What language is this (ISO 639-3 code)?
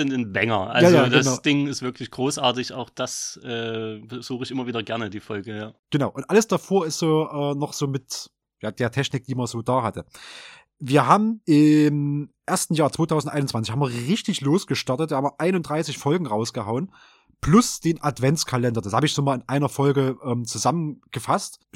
deu